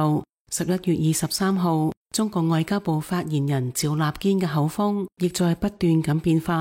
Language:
Cantonese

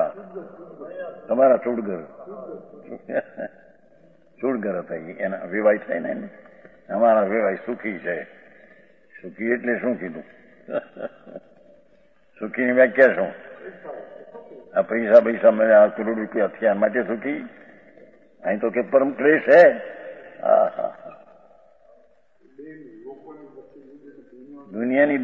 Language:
Gujarati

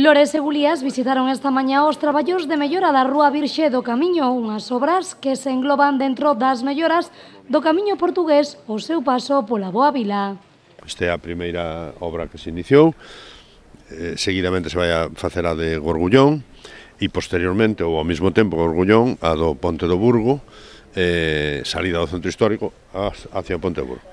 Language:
Galician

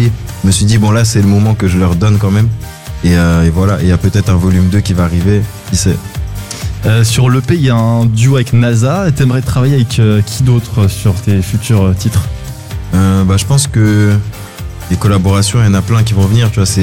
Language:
French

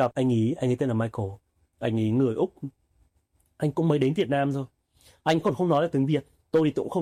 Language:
Vietnamese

